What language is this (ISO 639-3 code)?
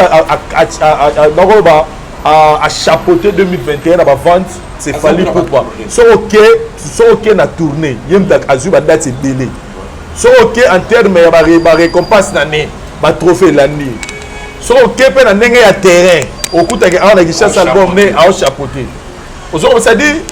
lin